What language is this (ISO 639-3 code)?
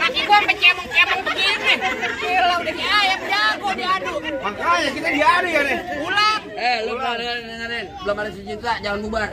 bew